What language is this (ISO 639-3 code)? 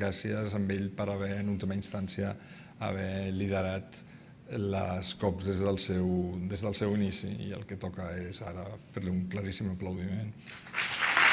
cat